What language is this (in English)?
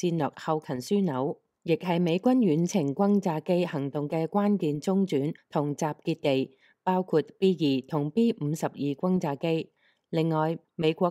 Cantonese